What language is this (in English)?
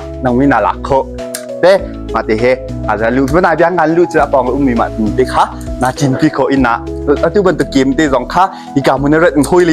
Hakha Chin